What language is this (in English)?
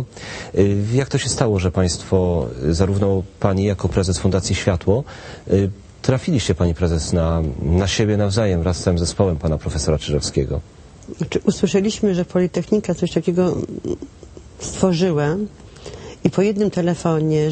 Polish